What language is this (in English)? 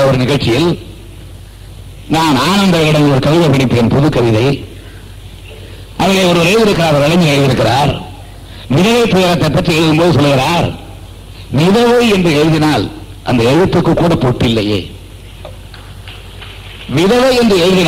Tamil